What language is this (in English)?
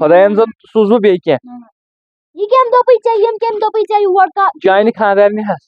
Kashmiri